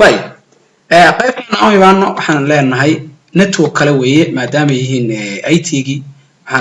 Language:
Somali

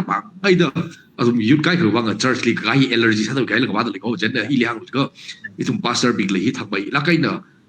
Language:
Tangkhul Naga (India)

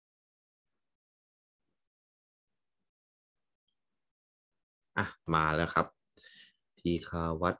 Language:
Thai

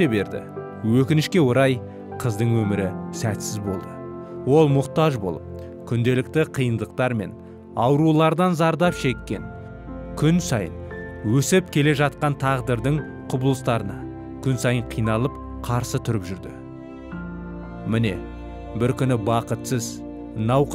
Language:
Kazakh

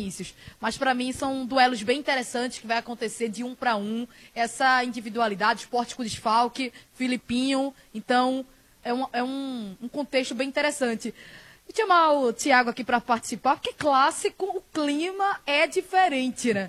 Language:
Portuguese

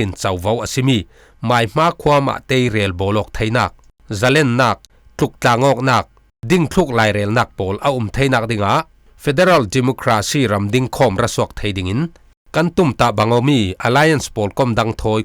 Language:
Falam Chin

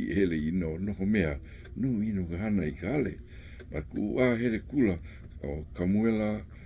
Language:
Hawaiian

